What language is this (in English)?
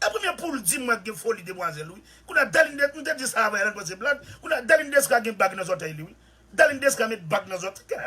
Haitian Creole